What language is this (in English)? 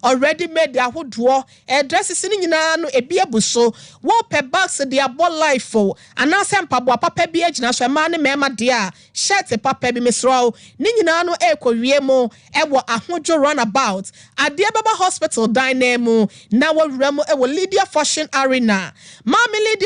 Akan